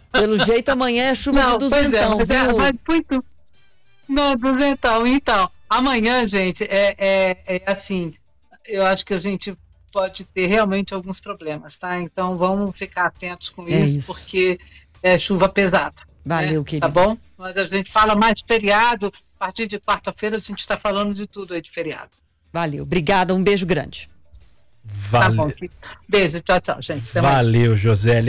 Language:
Portuguese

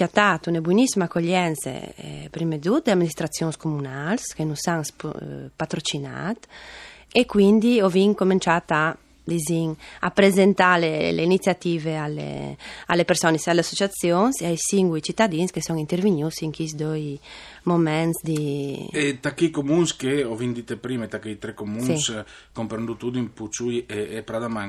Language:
Friulian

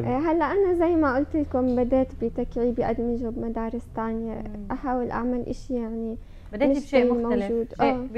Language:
North Levantine Arabic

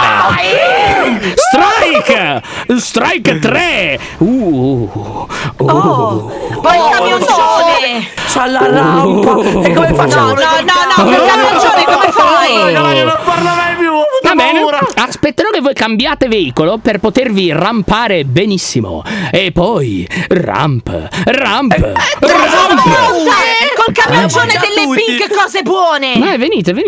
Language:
Italian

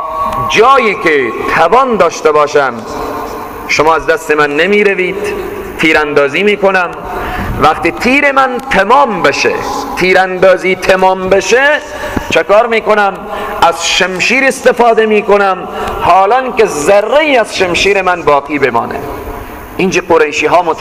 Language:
Persian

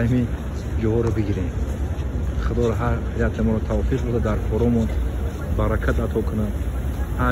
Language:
Tajik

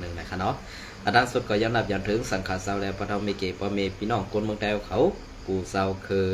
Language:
Shan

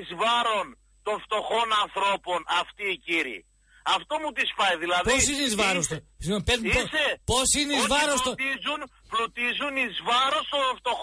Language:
Greek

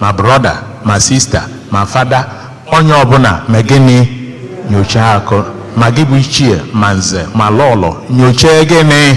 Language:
Igbo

